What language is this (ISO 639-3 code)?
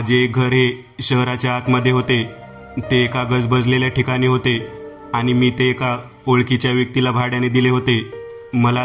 mar